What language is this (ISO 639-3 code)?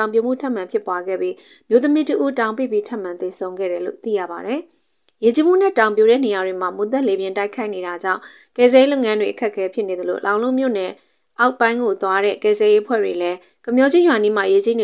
mya